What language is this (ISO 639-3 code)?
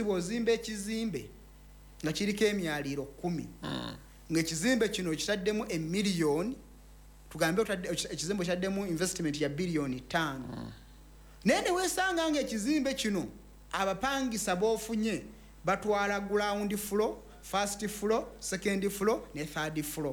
lug